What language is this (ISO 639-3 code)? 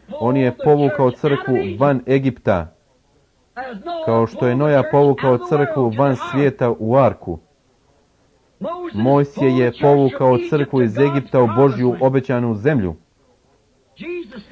hrv